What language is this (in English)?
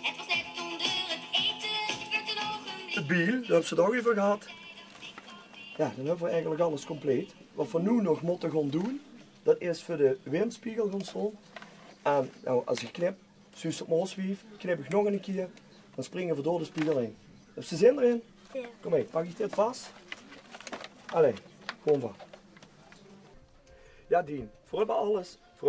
Dutch